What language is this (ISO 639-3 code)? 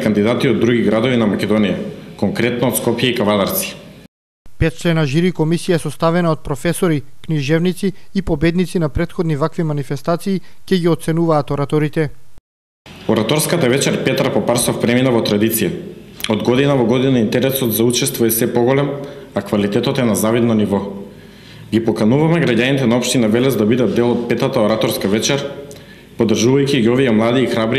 mkd